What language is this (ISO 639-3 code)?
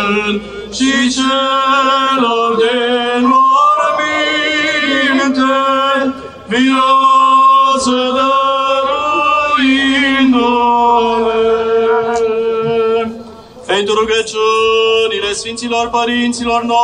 ron